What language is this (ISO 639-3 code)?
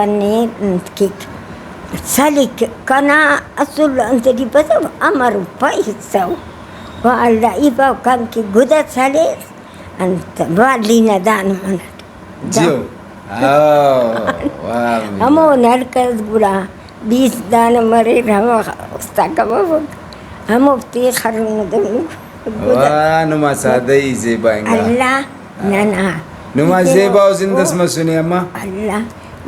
brh